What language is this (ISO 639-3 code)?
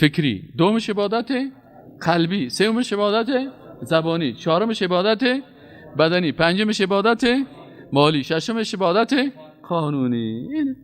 fas